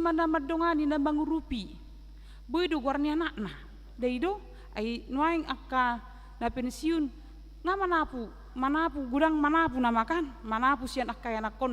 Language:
Batak Toba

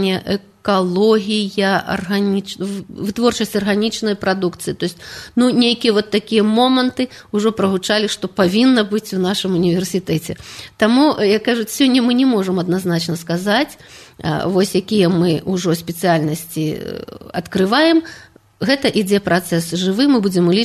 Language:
Belarusian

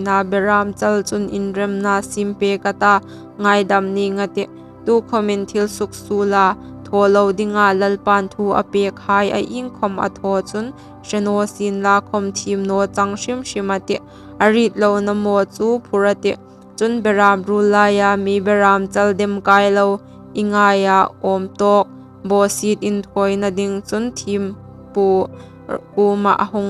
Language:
Hmar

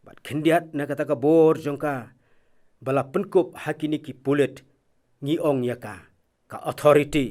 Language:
Khasi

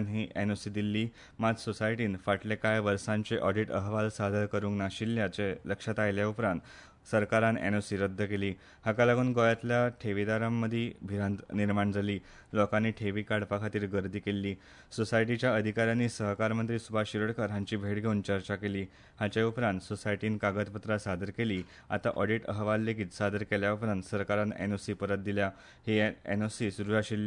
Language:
Konkani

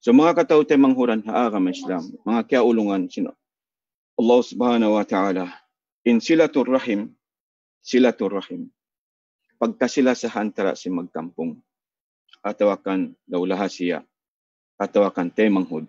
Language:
Tausug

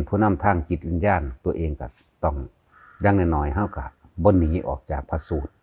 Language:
Lao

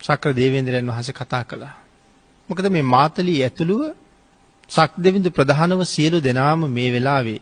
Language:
Sinhala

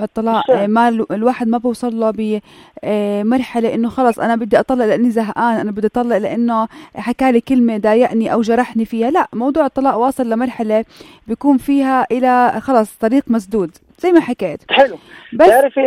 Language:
North Levantine Arabic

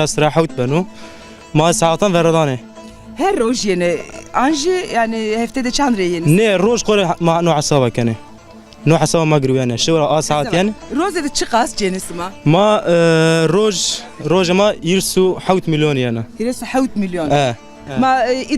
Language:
Zaza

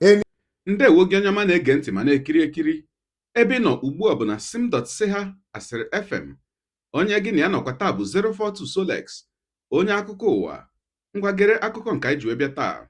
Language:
Igbo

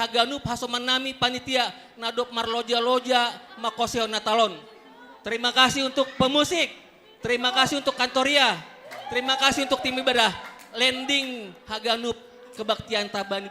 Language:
Batak Simalungun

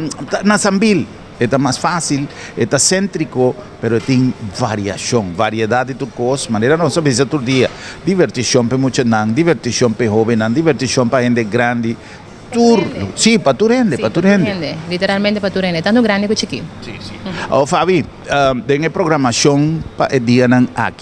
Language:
Papiamento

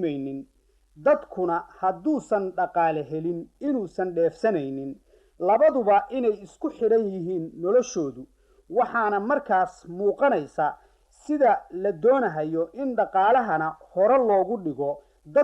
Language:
Somali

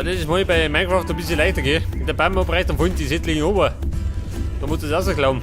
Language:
Bavarian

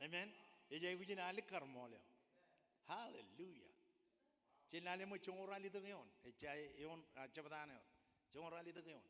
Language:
Marshallese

